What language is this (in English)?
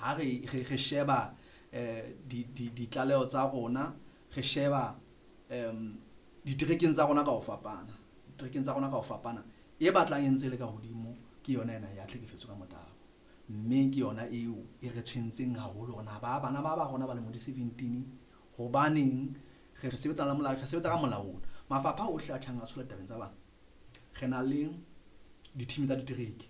Southern Sotho